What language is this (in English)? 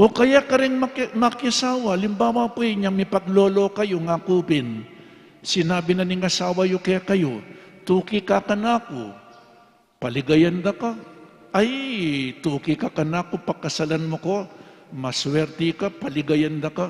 Pampanga